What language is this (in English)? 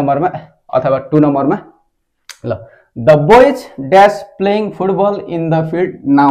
Nepali